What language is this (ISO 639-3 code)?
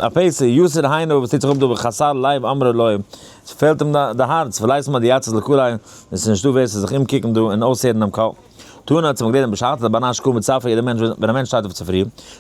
yid